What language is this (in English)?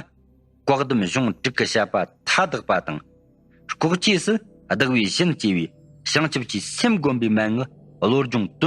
Tibetan